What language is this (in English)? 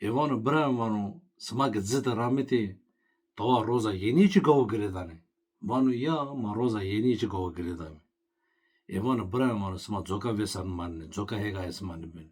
Zaza